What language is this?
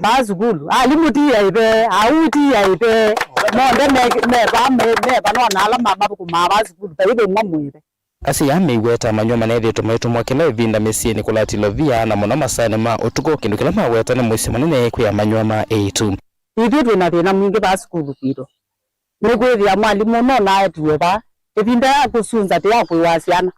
Kamba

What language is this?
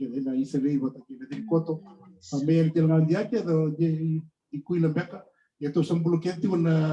Fijian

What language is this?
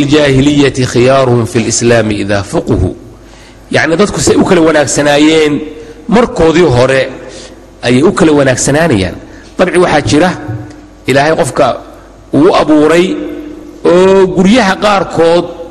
Somali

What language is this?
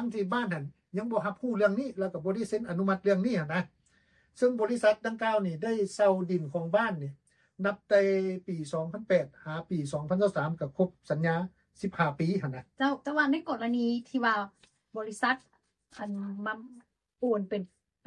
Lao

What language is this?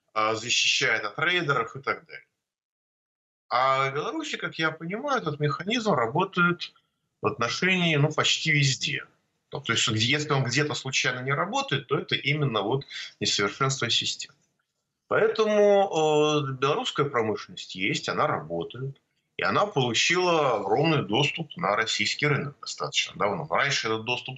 Russian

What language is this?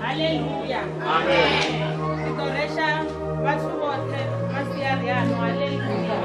Venda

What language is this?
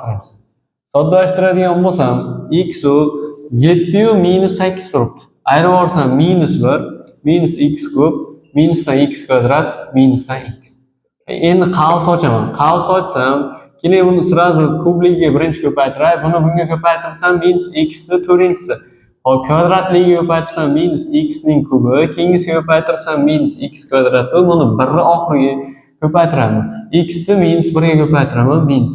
Uzbek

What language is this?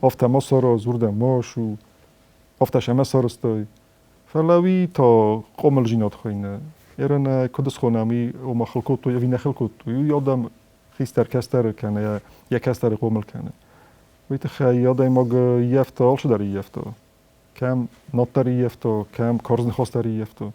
Ossetic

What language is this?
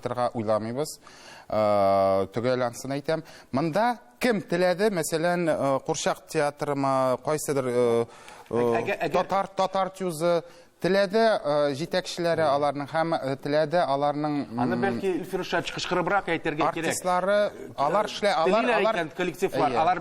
Tatar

